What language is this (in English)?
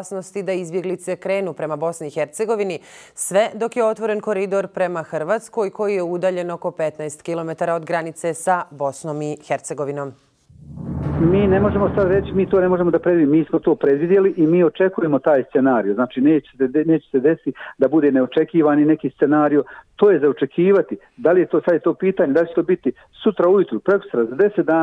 Bosnian